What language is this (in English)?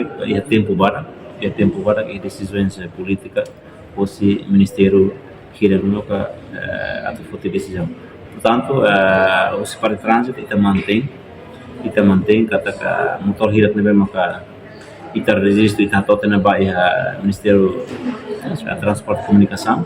Tetum